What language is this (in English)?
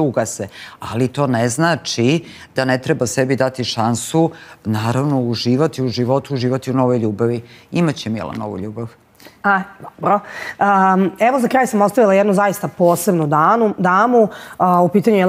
Serbian